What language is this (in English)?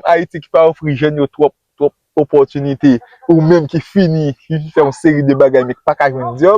Haitian Creole